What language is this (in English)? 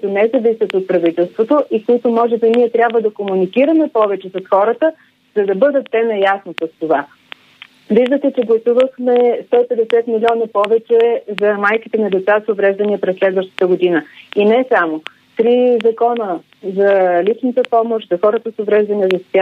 Bulgarian